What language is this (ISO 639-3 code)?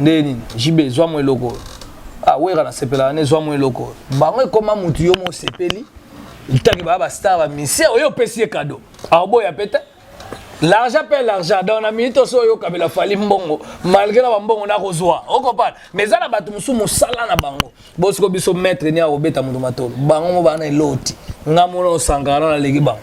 lin